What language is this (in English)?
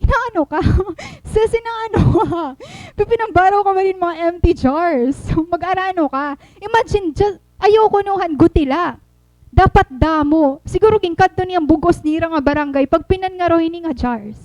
Waray